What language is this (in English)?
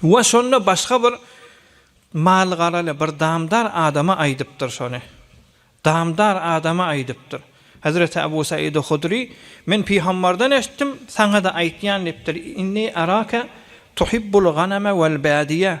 Turkmen